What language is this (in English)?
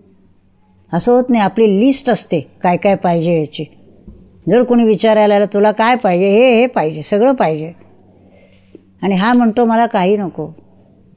Marathi